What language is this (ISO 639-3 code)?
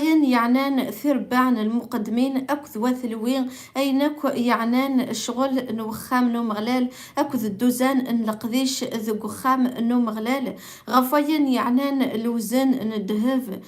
kab